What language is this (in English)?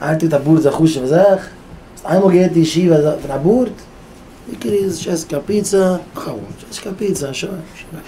Yiddish